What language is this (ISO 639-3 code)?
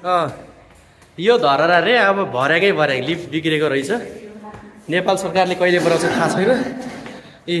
nep